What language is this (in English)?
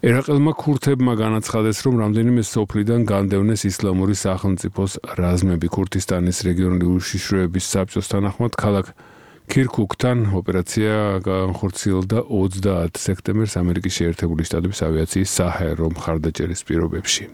Georgian